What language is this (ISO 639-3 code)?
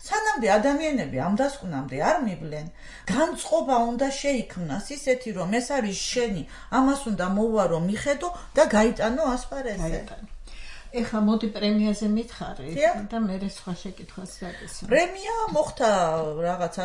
kat